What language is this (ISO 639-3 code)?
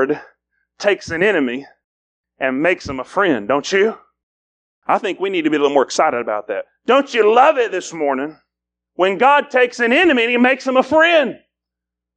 eng